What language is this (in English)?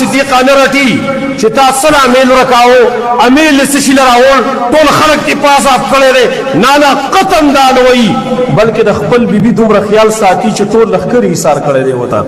Pashto